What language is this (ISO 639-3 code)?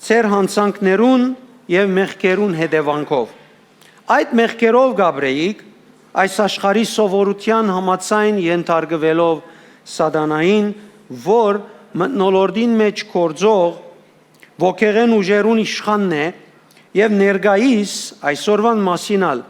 hyw